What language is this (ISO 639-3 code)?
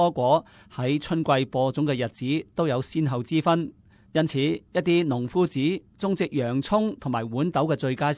yue